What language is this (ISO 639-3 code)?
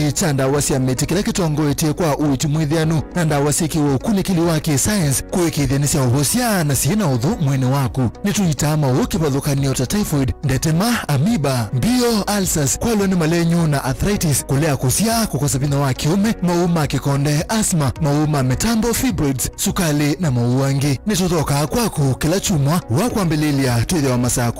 kam